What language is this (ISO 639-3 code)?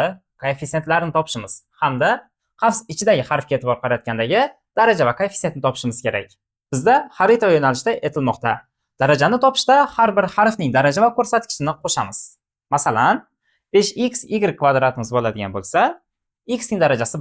uzb